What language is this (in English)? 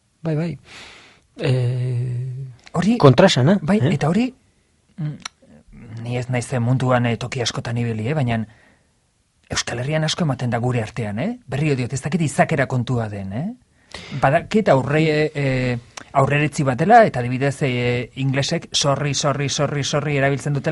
Basque